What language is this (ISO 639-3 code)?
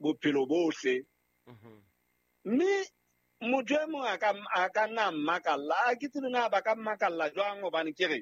sot